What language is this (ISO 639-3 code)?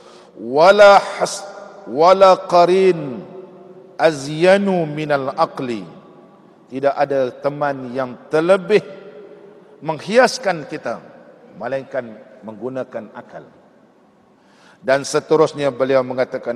msa